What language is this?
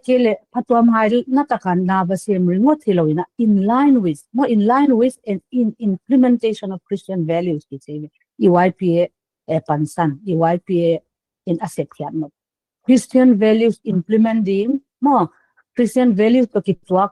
Paite Chin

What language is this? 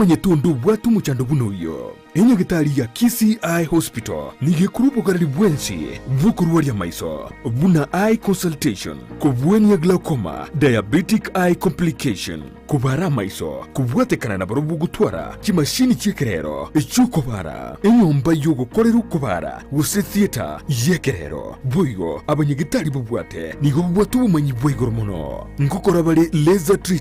Gusii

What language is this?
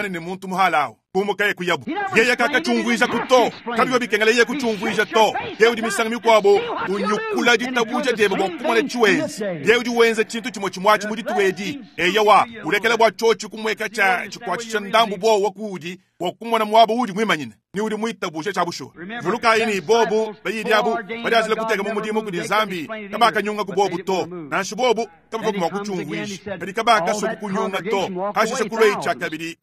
Luba-Lulua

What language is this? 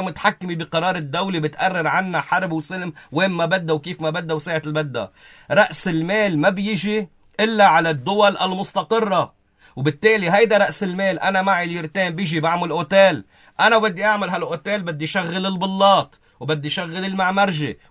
North Levantine Arabic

